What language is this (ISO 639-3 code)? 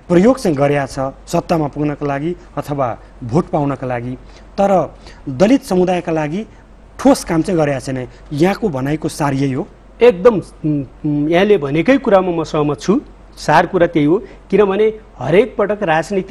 nep